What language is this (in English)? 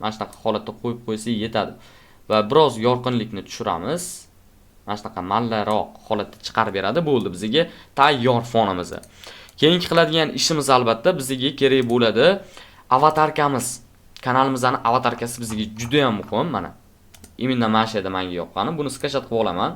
Uzbek